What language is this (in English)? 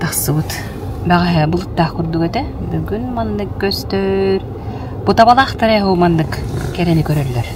Yakut